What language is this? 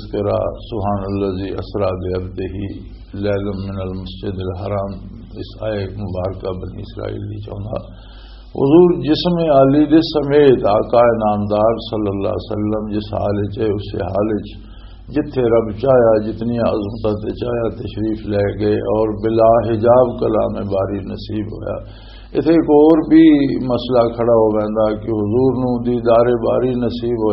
Western Panjabi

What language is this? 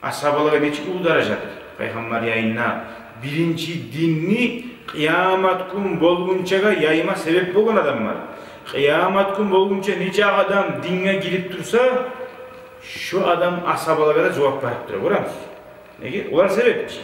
Kumyk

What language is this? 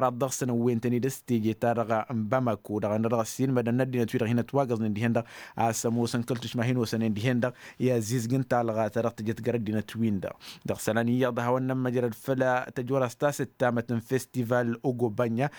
Tamasheq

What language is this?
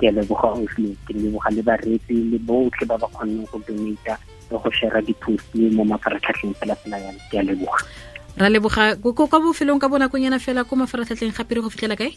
Tswana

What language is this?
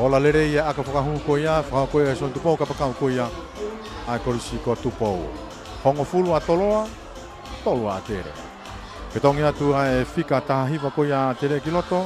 Tongan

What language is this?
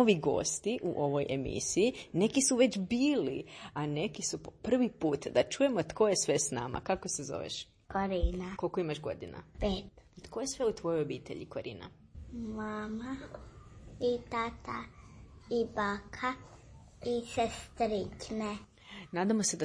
Croatian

